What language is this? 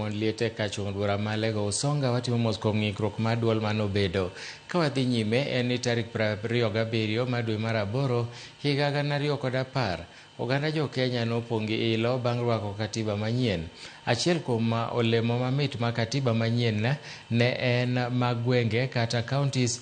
Luo (Kenya and Tanzania)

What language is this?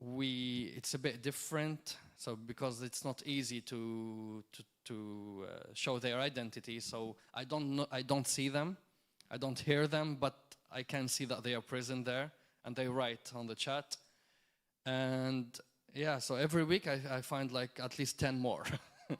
English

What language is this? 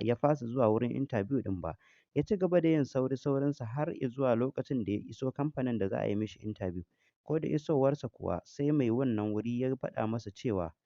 Hausa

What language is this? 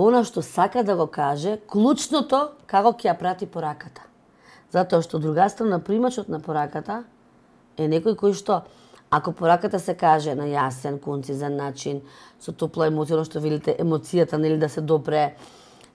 Macedonian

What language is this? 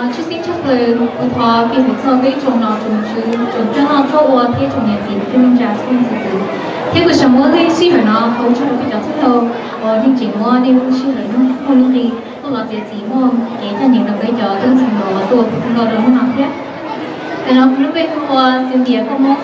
Hmong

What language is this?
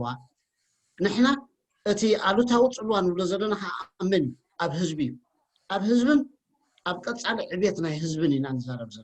Tigrinya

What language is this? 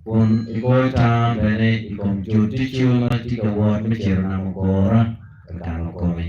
Acoli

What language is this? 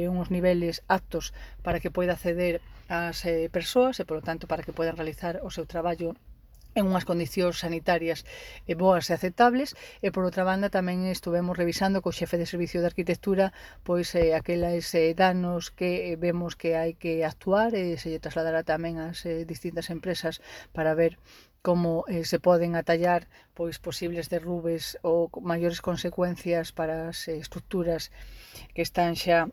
Galician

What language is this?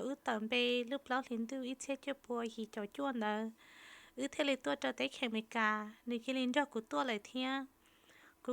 Hmong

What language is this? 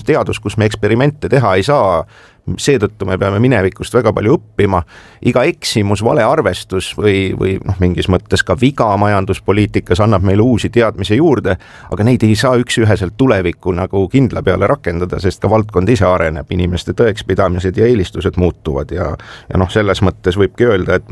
Estonian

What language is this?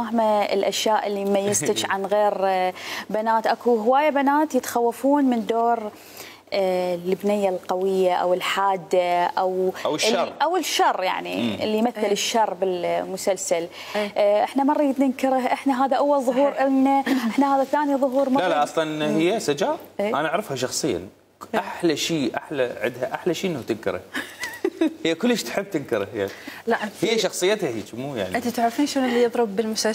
Mesopotamian Arabic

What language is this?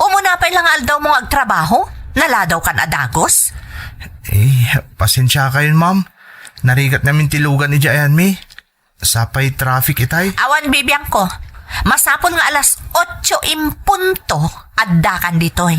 Iloko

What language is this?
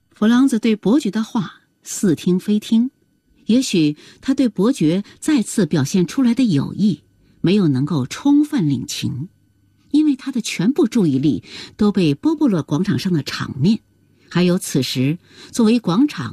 Chinese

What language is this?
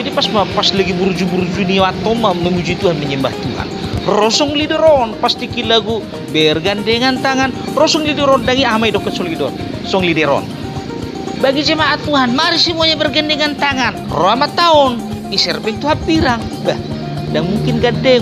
Batak Toba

